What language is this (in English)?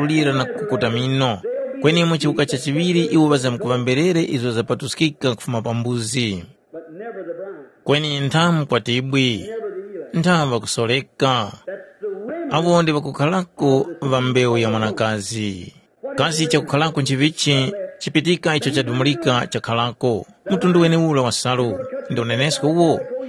Tumbuka